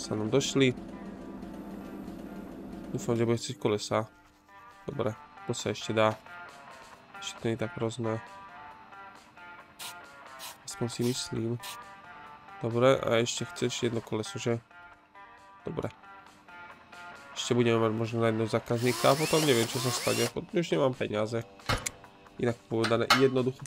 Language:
Slovak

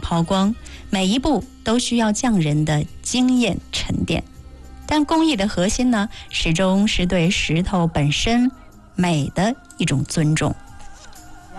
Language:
Chinese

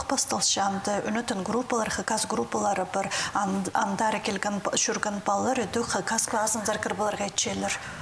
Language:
Khakas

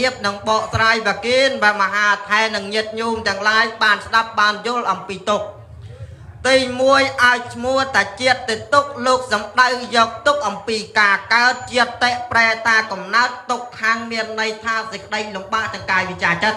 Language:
Khmer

